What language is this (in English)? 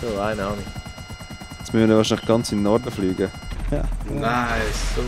Swiss German